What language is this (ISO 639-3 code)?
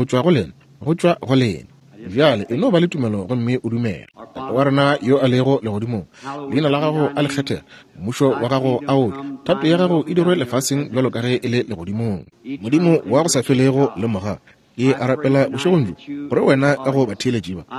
nso